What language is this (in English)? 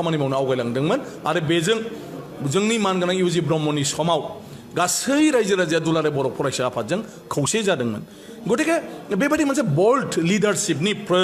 Bodo